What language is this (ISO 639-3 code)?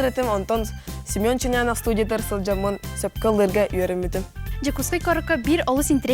sah